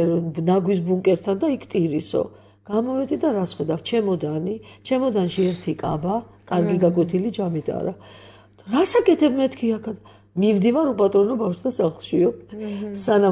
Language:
Georgian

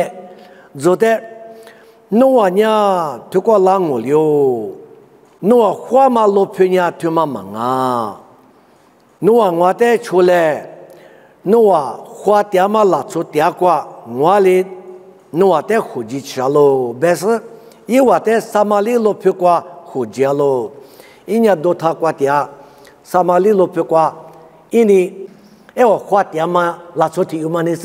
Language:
Lisu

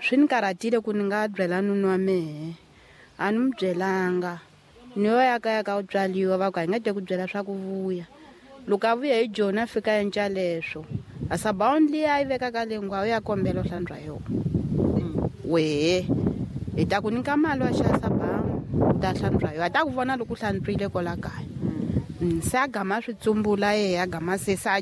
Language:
Tsonga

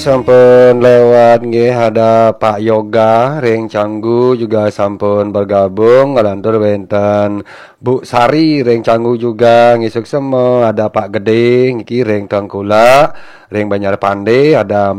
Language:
Balinese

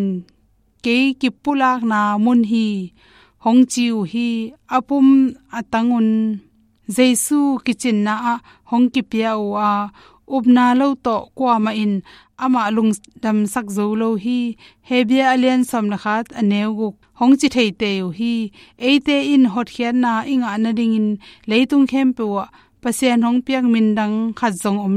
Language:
Tedim Chin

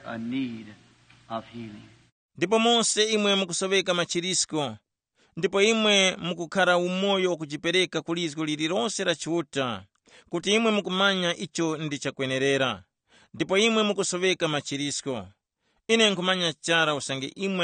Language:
Tumbuka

